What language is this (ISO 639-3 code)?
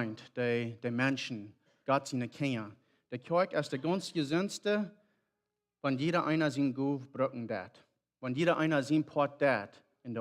pdt